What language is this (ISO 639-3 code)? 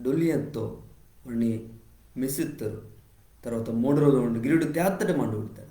kff